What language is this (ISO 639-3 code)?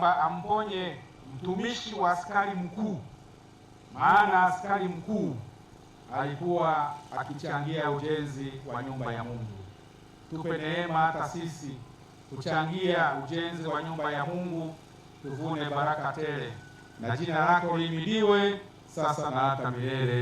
swa